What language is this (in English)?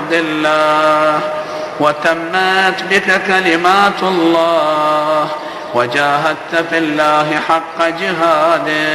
Arabic